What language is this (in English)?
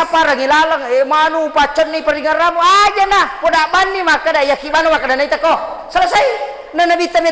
Buginese